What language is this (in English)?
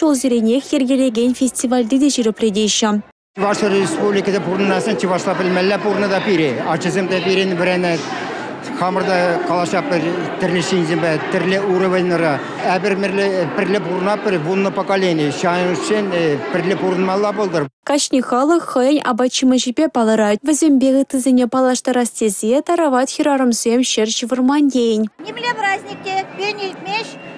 Chuvash